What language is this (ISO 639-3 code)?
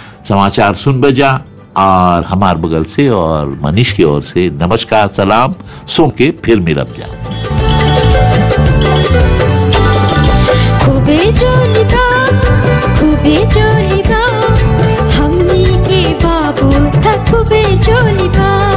bho